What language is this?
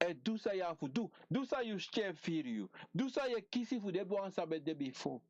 Sranan Tongo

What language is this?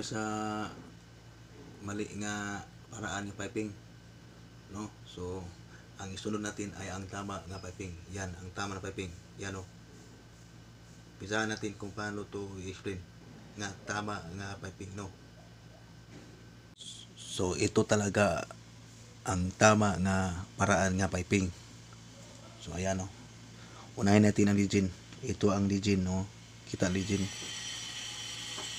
Filipino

